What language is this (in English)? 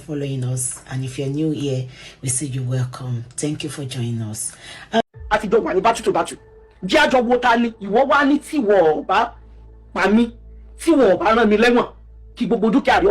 Yoruba